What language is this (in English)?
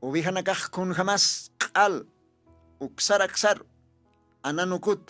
Aymara